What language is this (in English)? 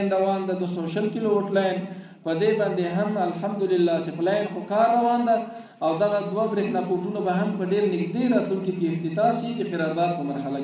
Pashto